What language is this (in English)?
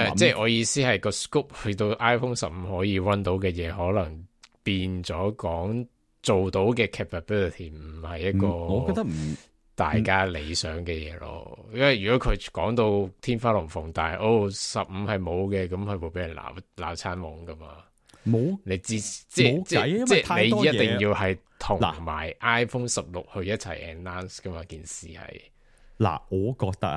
Cantonese